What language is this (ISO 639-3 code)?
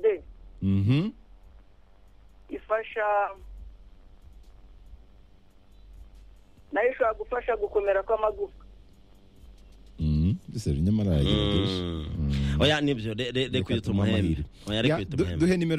kin